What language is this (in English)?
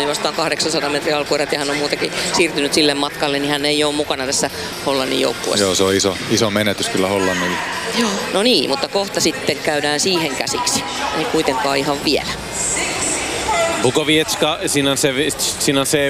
Finnish